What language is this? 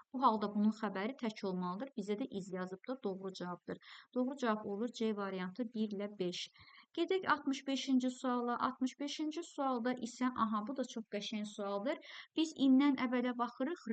Azerbaijani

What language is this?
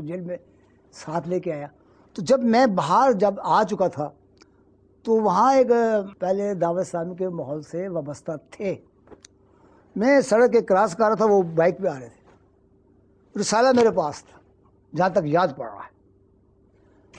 Urdu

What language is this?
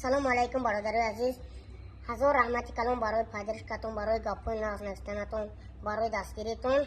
Tajik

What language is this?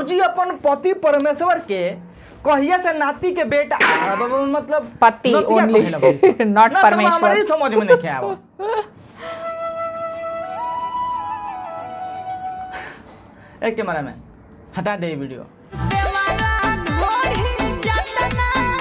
Bhojpuri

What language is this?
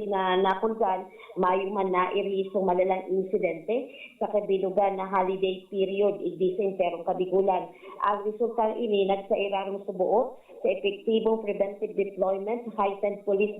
Bikol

